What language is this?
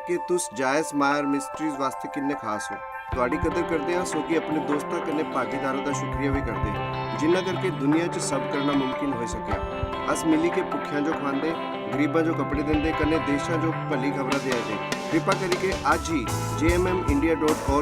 Dogri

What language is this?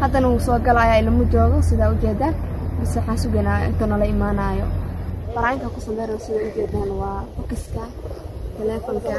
Somali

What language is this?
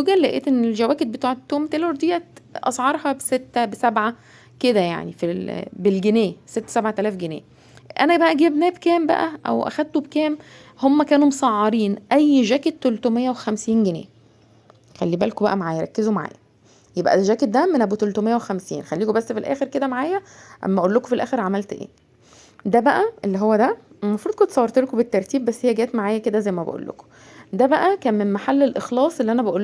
Egyptian Arabic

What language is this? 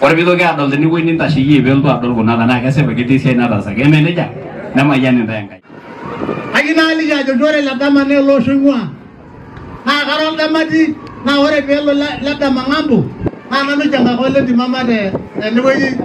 Masai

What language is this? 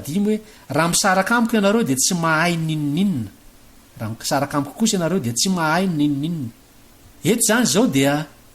Malagasy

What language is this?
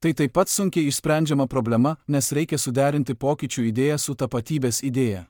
Lithuanian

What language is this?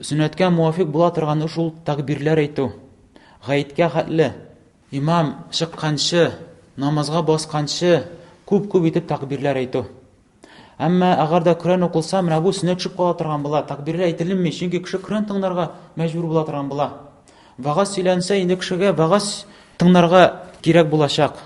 Tatar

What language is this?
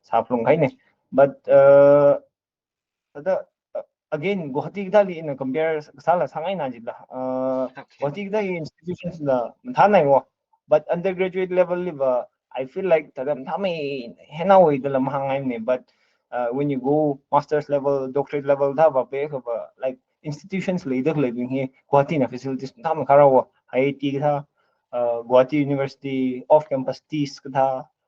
Tangkhul Naga (India)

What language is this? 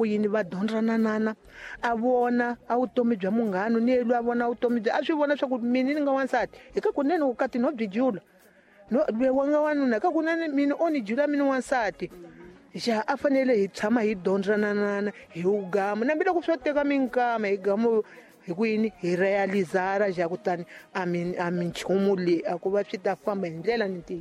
Tsonga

